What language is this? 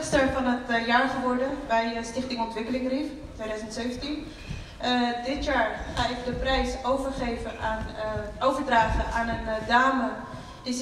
Dutch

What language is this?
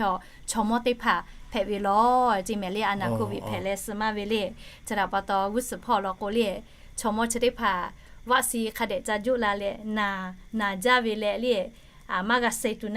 Lahu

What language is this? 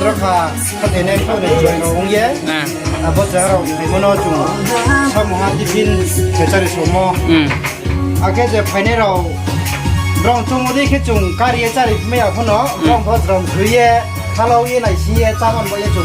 Riang (India)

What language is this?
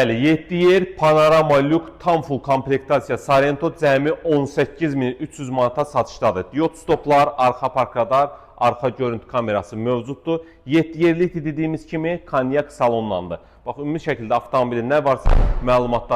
Azerbaijani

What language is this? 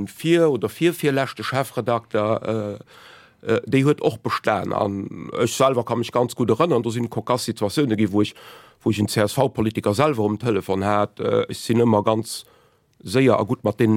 Luxembourgish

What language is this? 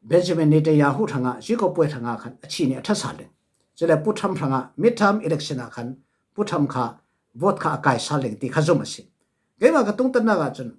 Falam Chin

